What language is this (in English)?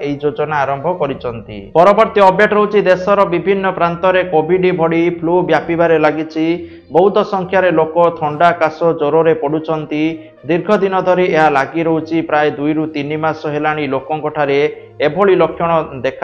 Odia